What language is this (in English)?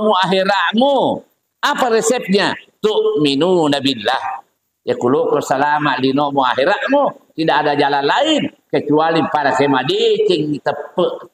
Buginese